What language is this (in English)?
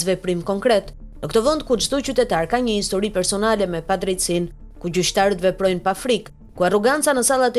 Albanian